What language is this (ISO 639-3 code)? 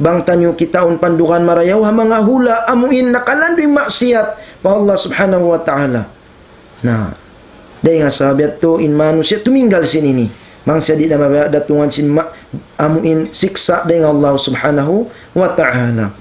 tsg